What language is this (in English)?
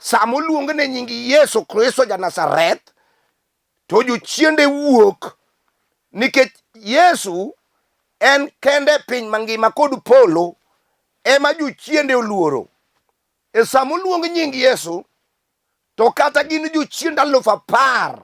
Luo (Kenya and Tanzania)